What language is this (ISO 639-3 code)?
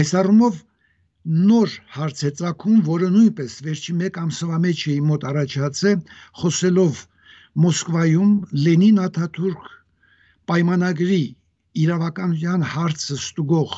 hye